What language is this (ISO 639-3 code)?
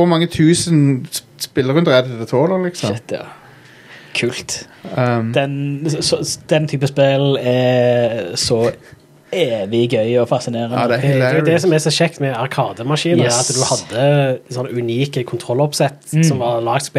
nor